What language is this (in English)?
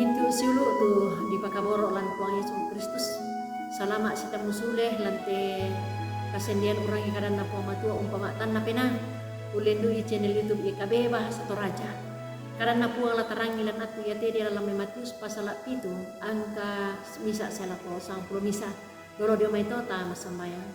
Toraja-Sa'dan